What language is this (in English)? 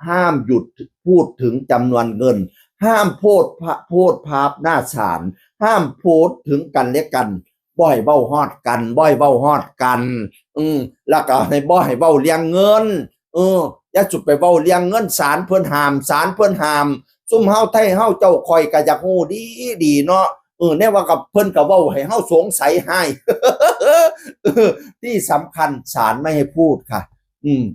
Northeastern Thai